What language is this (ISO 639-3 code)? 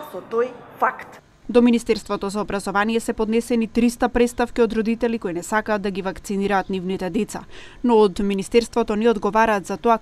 mkd